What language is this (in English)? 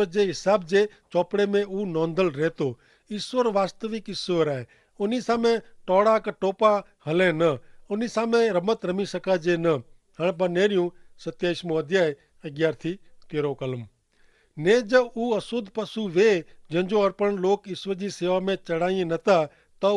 Kachhi